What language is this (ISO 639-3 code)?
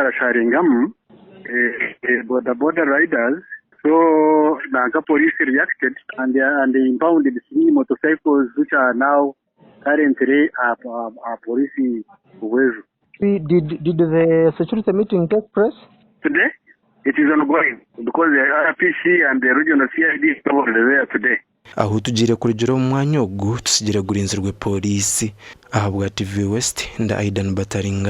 nyn